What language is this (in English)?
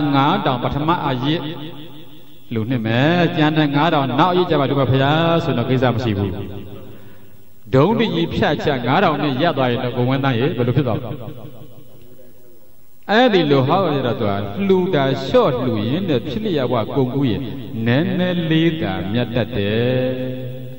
Burmese